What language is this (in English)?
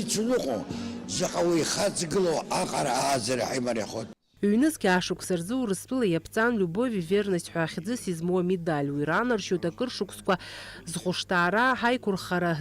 Abkhazian